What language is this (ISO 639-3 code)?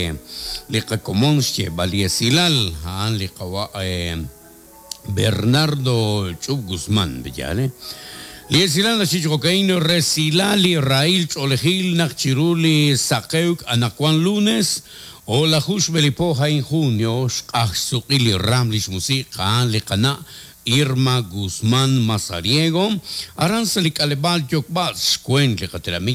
kek